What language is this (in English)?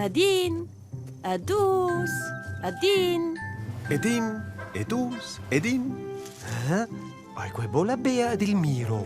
Romansh